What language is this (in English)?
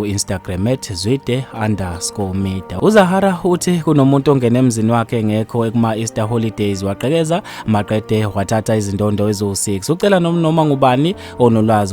Zulu